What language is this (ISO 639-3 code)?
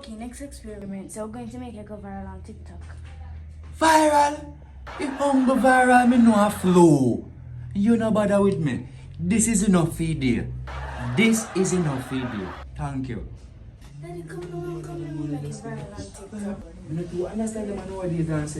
jam